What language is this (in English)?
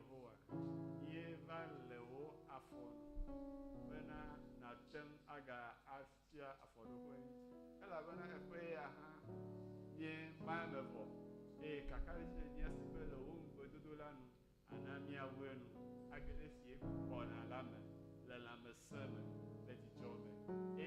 Ewe